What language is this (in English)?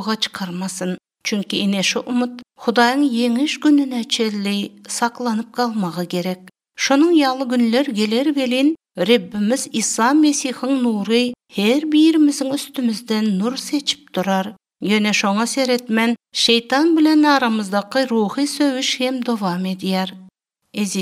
Turkmen